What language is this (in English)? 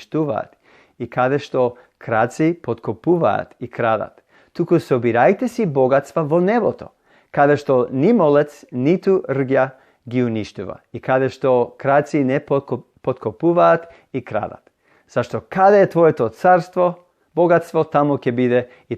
Macedonian